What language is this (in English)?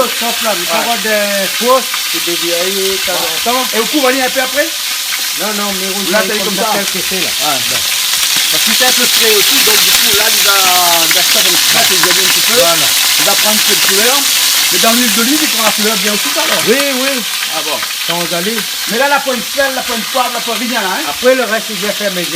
Réunion Creole French